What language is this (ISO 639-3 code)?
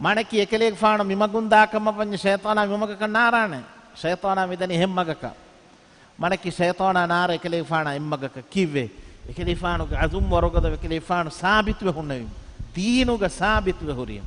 div